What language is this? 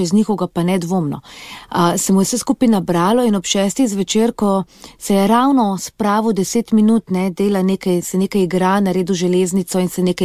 Slovenian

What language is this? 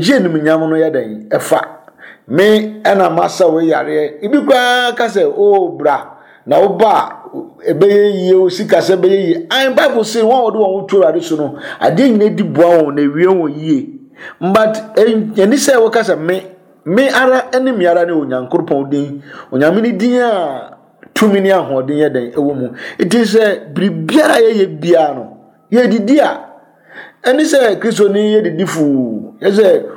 Akan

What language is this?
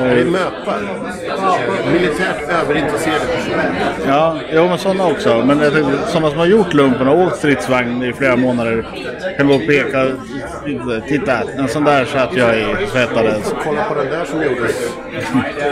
Swedish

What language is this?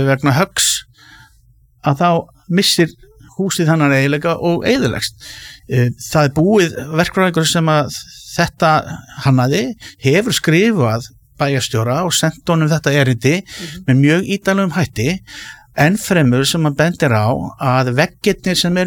Icelandic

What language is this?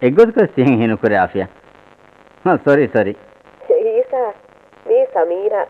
Divehi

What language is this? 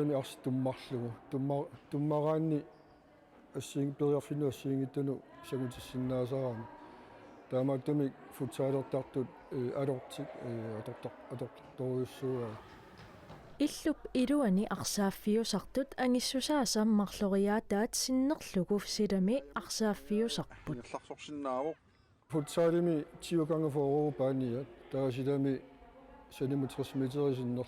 Kalaallisut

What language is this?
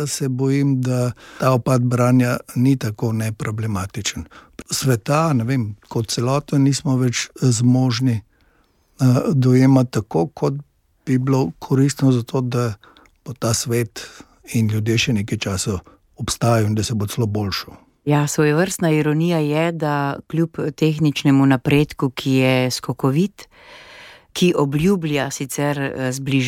Slovenian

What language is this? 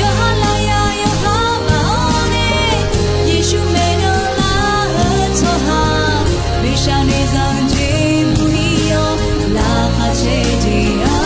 Akha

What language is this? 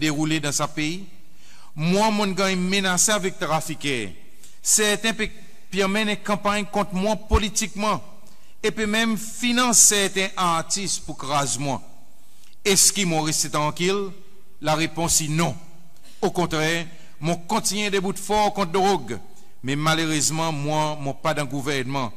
Seselwa Creole French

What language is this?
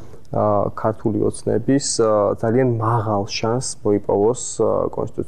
Georgian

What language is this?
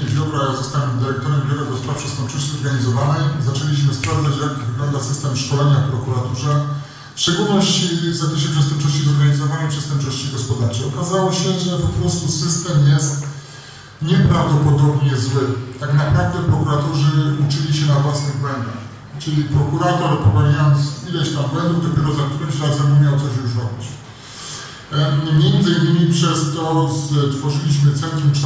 Polish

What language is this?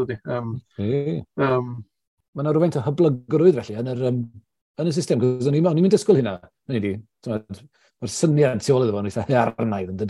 Welsh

